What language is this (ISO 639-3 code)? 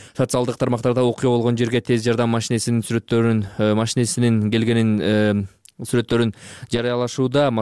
kir